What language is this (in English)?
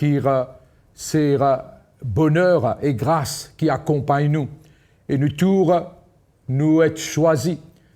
Morisyen